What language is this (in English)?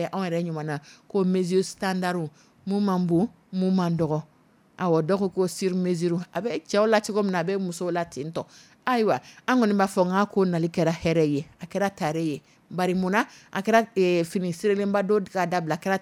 Dyula